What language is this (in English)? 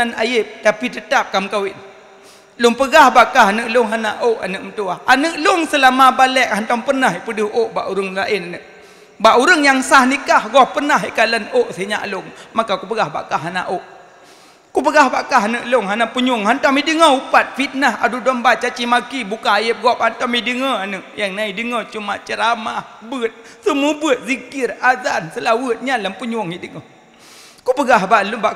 Achinese